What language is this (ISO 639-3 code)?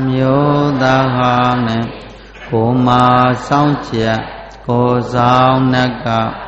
mya